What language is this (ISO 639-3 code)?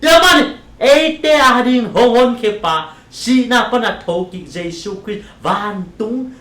ctd